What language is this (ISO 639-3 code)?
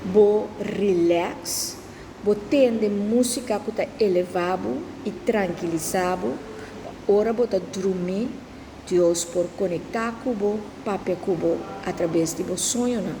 pap